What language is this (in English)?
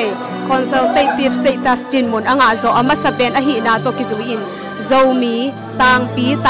Tedim Chin